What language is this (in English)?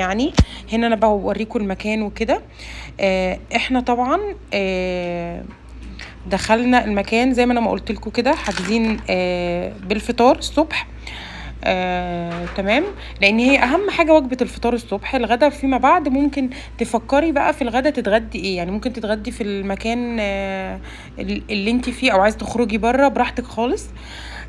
Egyptian Arabic